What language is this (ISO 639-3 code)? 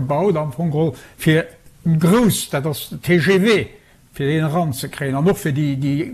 ltz